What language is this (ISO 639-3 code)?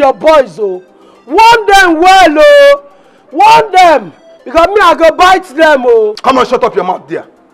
pcm